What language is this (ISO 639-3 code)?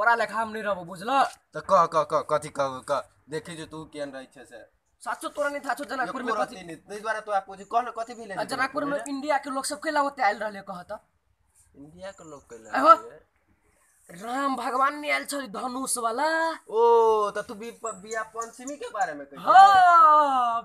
mai